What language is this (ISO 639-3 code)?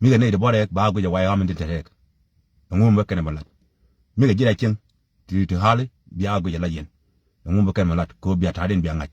nus